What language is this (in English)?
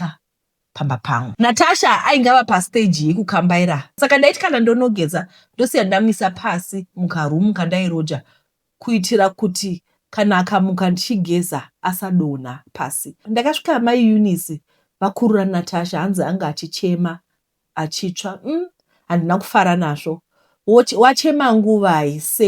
Shona